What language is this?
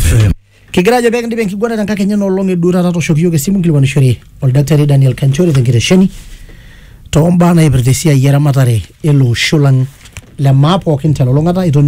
Masai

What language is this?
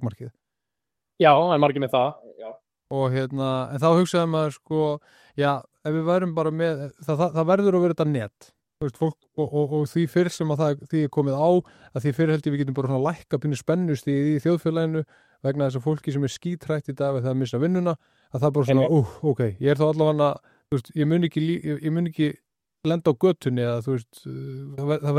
Icelandic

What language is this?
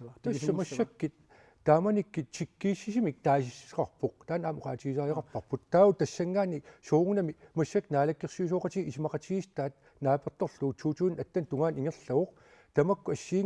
Kalaallisut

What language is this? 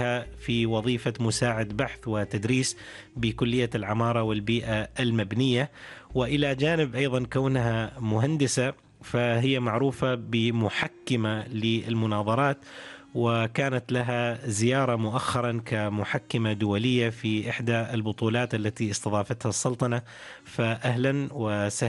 Arabic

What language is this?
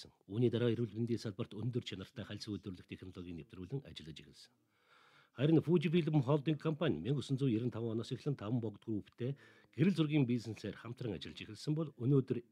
Mongolian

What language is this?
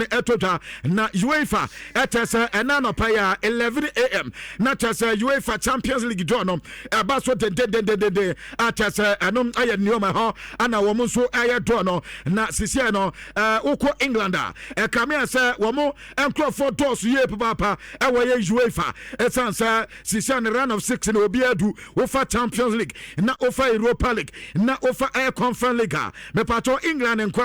Akan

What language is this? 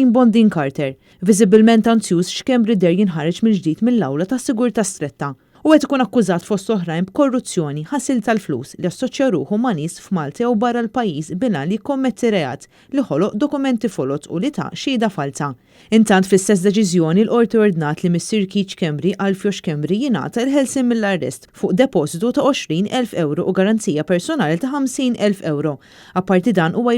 Maltese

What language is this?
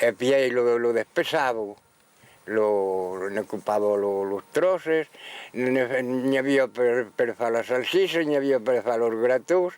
Occitan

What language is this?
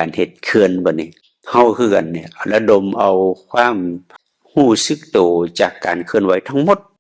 Northeastern Thai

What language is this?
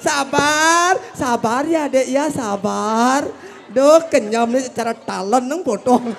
Balinese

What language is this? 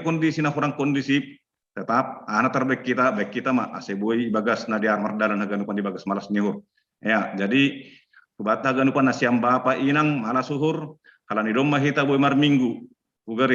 Batak Simalungun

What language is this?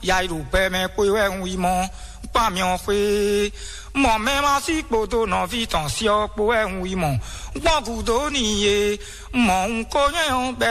Fon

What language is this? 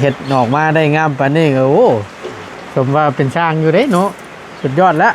Northeastern Thai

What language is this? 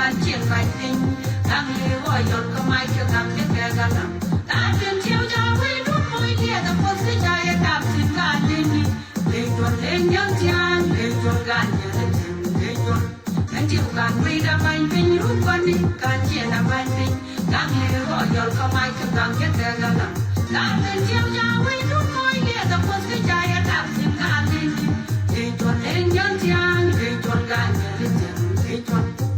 Nuer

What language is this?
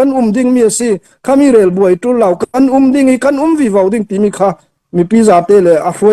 Falam Chin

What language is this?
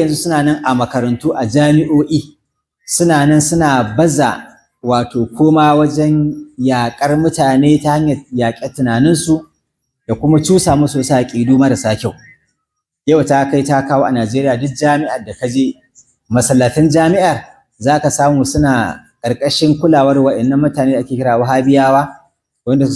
Hausa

